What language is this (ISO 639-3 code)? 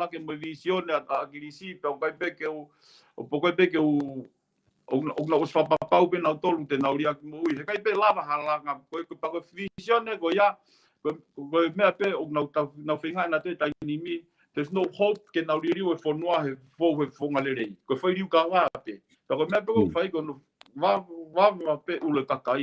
ton